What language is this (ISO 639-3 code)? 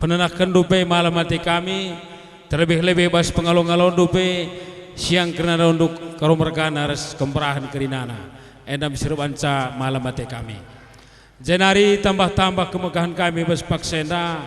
btx